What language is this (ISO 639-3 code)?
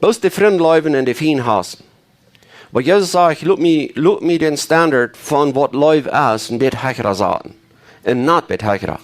pdt